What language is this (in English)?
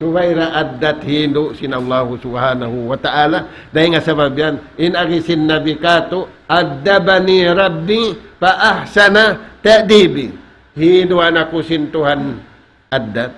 Tausug